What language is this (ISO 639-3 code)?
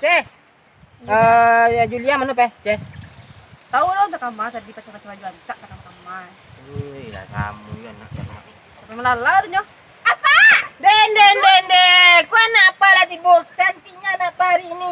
min